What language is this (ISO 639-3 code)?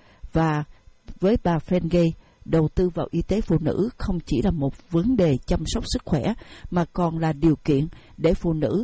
vie